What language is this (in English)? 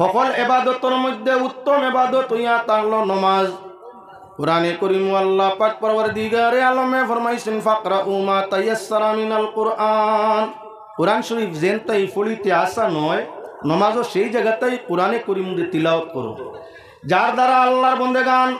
Sylheti